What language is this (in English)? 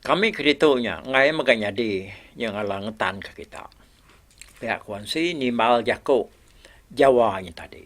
Iban